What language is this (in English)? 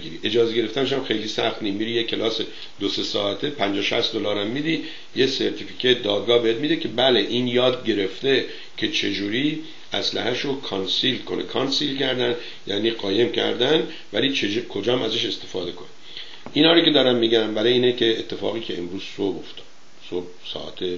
Persian